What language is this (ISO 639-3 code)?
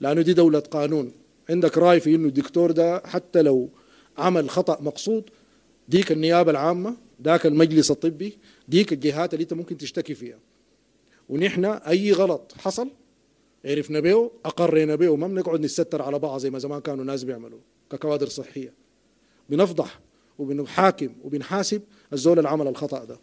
apd